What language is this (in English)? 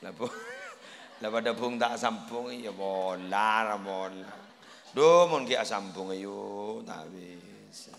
Madurese